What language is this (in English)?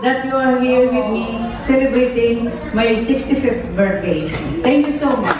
Hiligaynon